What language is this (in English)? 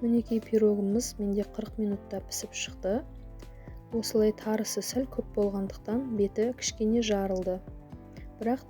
Kazakh